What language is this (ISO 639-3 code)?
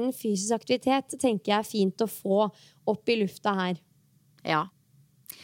nor